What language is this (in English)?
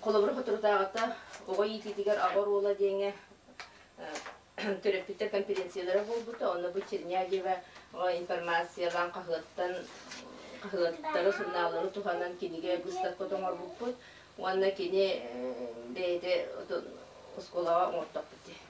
Yakut